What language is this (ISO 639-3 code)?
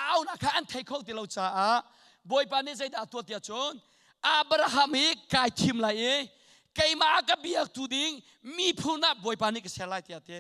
cnh